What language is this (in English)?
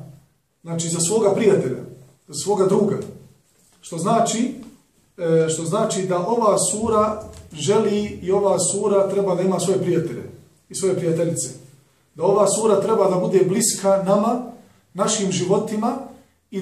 Bosnian